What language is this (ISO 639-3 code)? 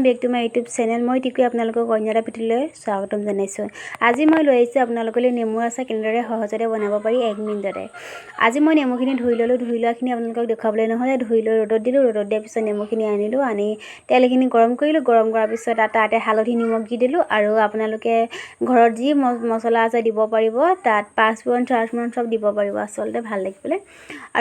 asm